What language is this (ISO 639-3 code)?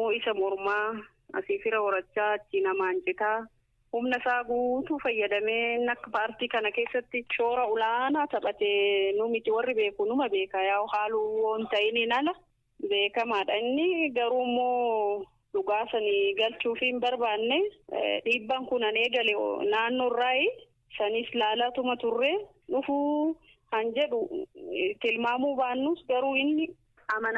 orm